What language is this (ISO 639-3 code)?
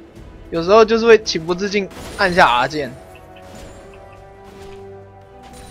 zho